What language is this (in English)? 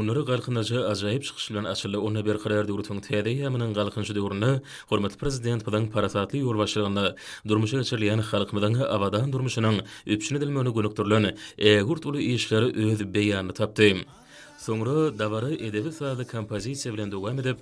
Turkmen